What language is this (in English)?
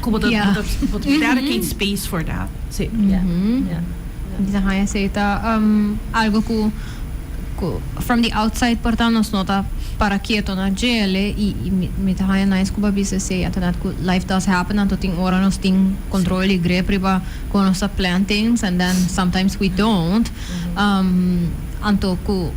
Papiamento